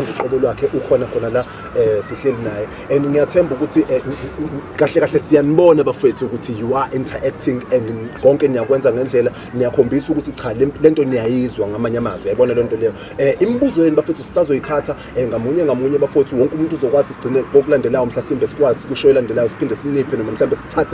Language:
Zulu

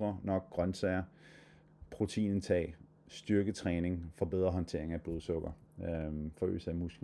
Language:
Danish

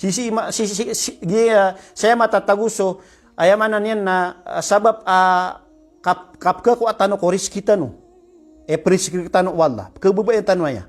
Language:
Maranao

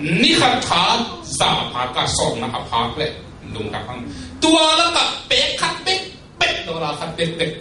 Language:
Tedim Chin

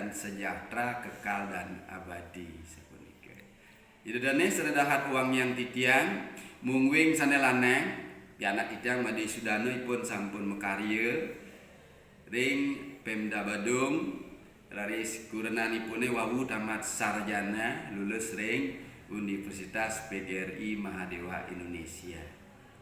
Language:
Balinese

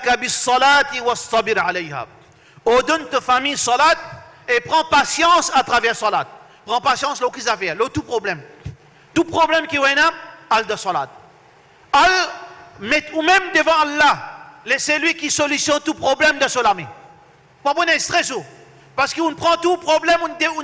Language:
Morisyen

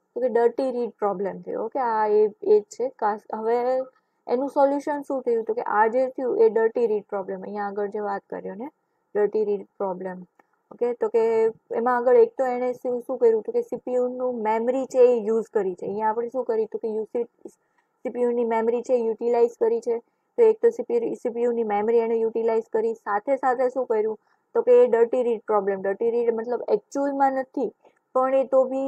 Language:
Gujarati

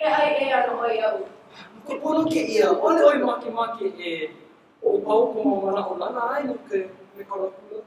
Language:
Hawaiian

